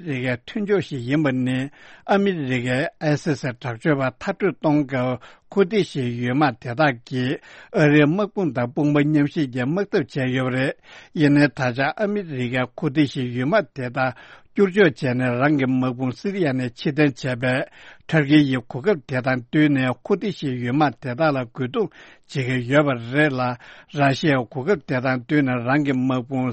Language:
Tibetan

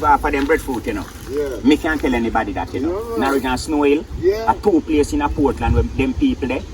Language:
Jamaican Creole English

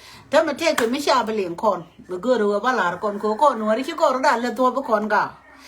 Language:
Nuer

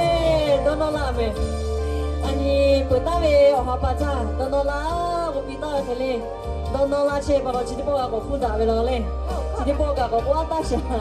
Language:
Lahu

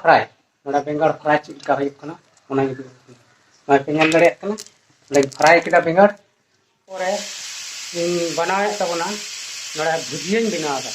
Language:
Santali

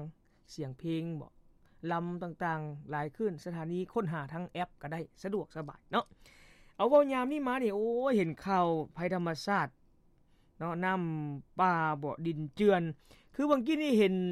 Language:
Lao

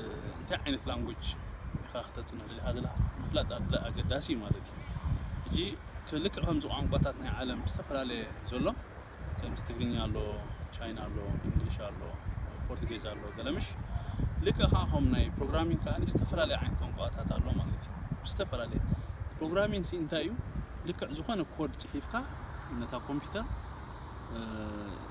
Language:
Tigrinya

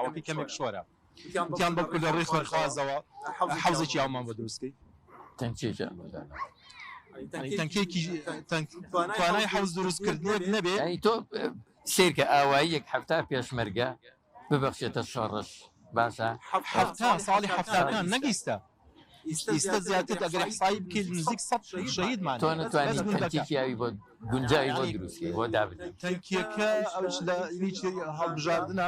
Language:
Central Kurdish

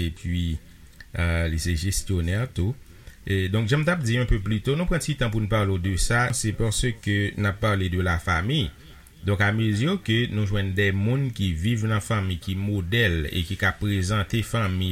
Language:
Haitian Creole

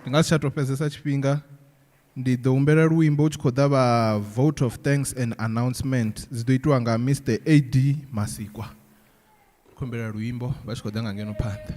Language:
Venda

